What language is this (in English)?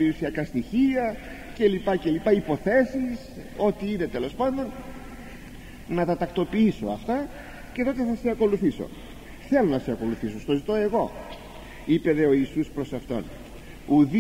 Greek